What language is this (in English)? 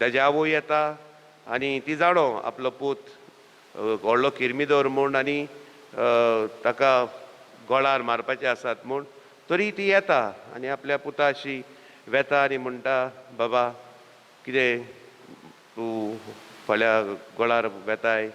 Konkani